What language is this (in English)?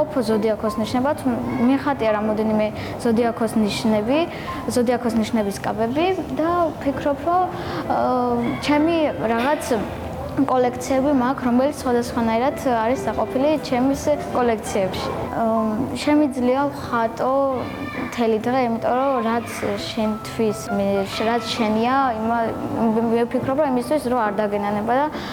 Georgian